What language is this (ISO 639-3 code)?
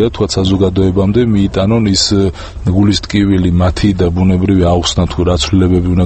kat